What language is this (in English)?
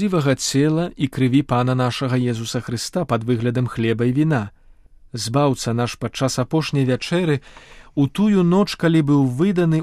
Belarusian